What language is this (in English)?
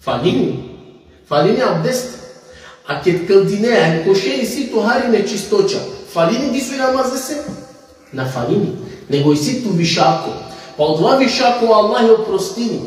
Balkan Romani